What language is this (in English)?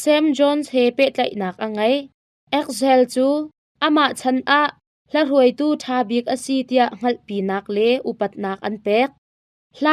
Hakha Chin